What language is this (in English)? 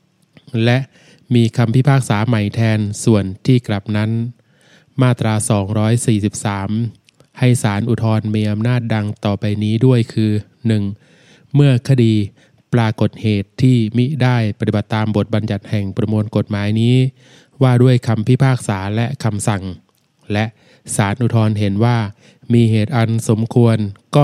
Thai